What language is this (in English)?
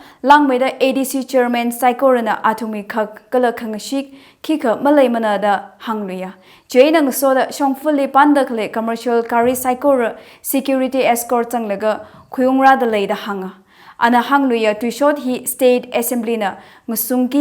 Tangkhul Naga (India)